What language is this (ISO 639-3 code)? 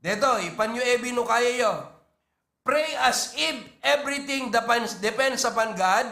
ilo